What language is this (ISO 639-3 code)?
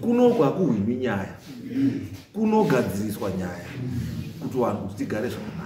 sna